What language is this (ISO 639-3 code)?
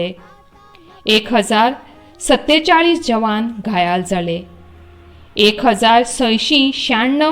kok